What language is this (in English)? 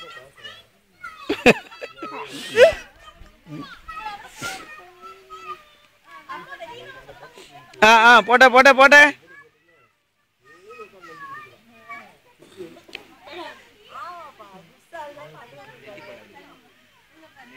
Tamil